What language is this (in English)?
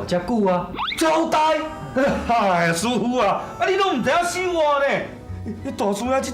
Min Nan Chinese